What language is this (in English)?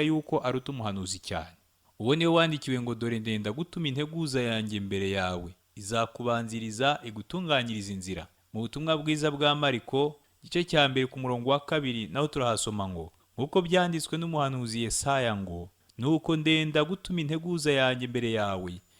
Kinyarwanda